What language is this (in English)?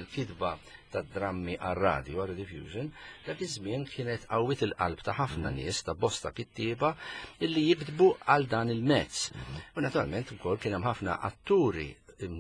Maltese